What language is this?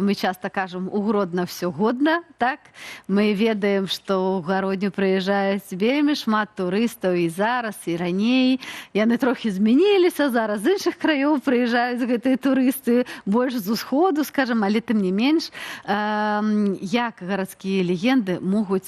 Belarusian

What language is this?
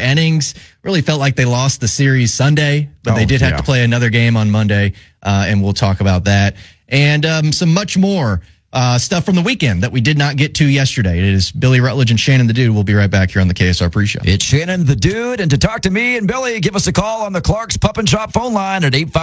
English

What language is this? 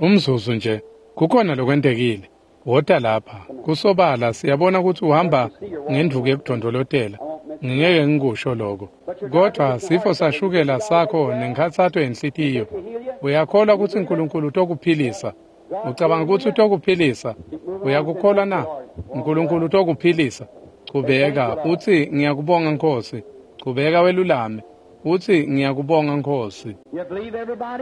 Swati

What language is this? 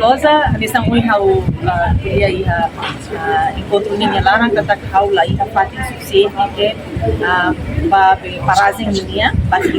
Tetum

